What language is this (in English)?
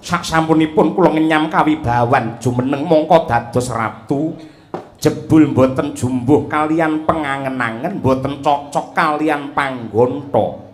Javanese